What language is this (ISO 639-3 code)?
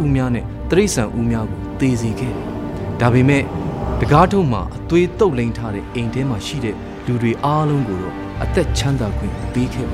mya